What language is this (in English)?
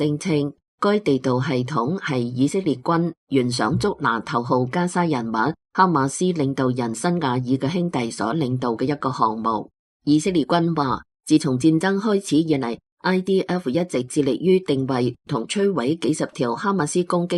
Cantonese